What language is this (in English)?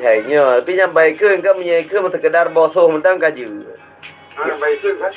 Achinese